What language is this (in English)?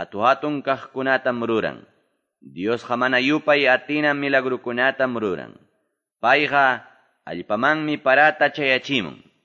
Quechua